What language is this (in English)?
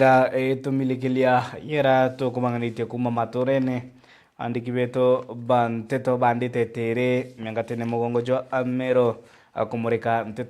Meru